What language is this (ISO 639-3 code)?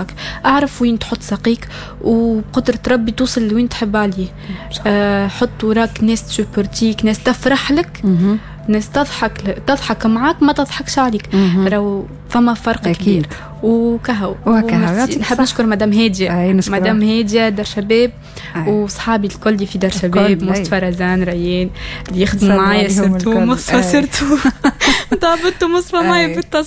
aeb